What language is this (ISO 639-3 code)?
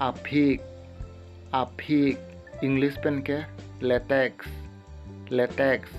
mjw